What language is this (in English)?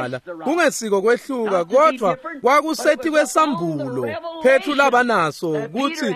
Swati